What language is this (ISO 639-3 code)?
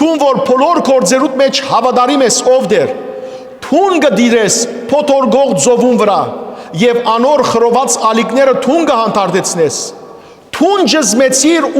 hyw